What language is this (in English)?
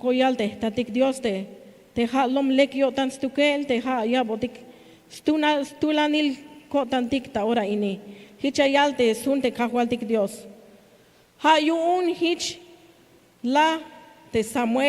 Tzeltal